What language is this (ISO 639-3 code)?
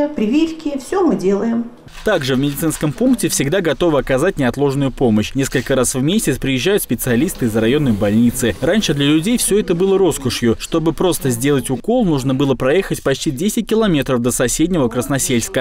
rus